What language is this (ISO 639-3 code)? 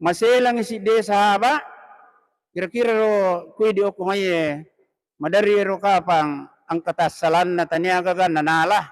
bug